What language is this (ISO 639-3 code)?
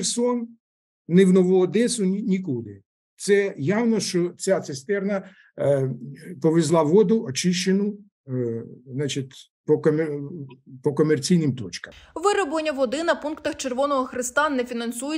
ukr